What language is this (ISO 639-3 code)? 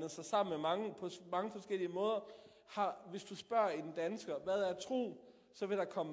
dan